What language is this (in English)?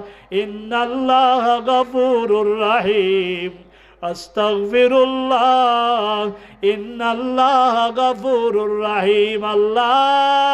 Sylheti